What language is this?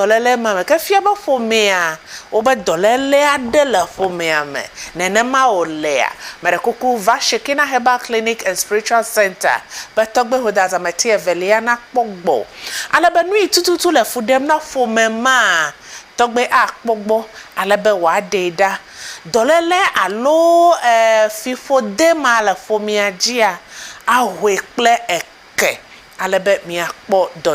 Ewe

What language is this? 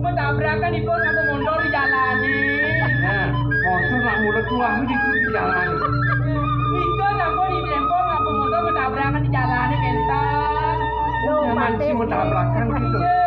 Balinese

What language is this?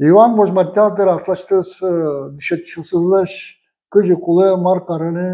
Udmurt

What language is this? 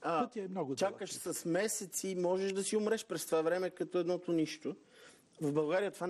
Bulgarian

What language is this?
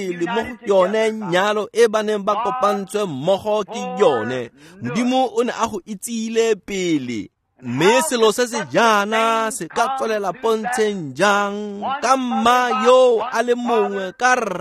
Tswana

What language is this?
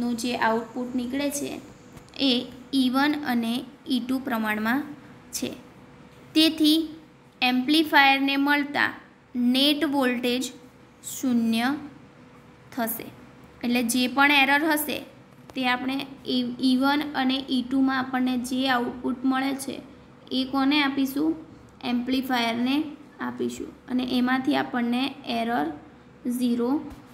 Gujarati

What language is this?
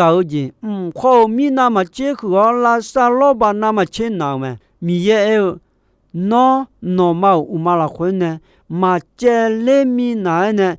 Akha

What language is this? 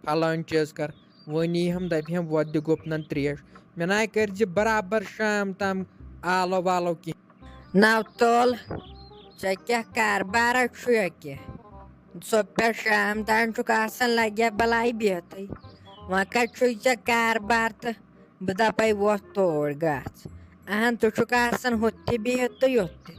Kashmiri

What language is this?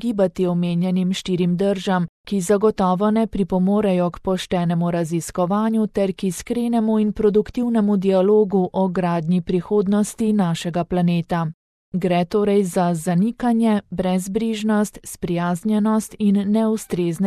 Slovenian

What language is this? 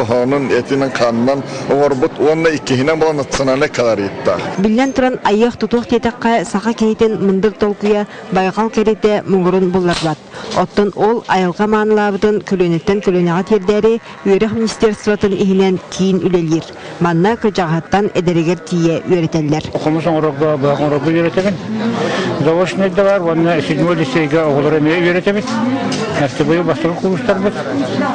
Yakut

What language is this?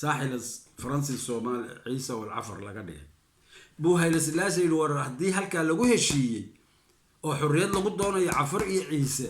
Somali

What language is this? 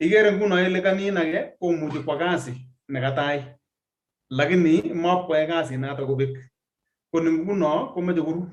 Kalenjin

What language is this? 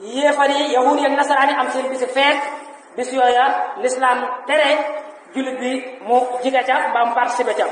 Wolof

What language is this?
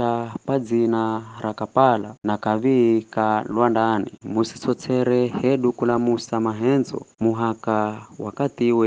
Giryama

